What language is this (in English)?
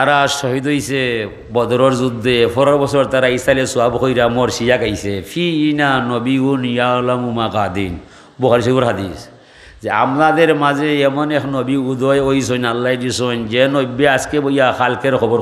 Sylheti